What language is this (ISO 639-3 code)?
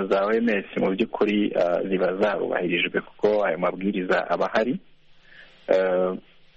kin